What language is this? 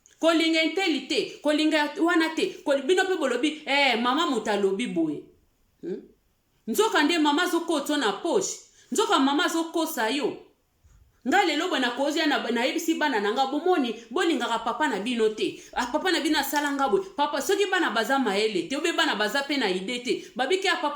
Lingala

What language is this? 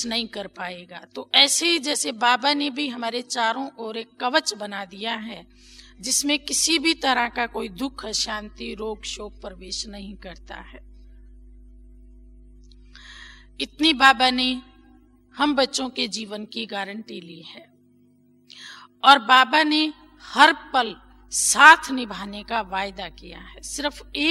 Hindi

